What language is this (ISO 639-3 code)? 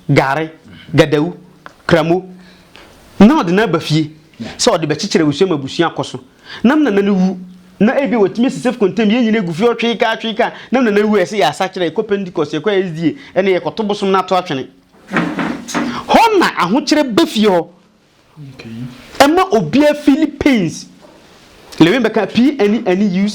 aka